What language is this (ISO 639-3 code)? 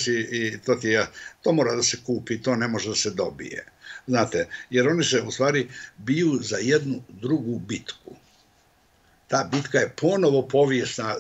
bos